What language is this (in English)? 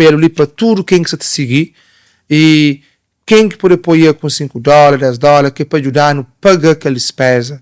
Kabuverdianu